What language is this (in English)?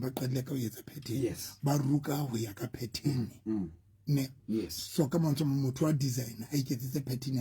Southern Sotho